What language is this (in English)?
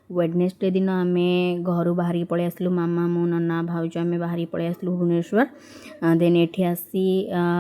Odia